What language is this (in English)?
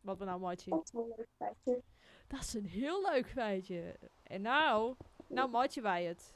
Western Frisian